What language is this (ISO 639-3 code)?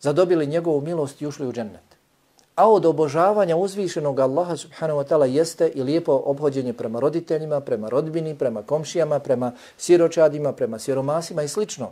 bos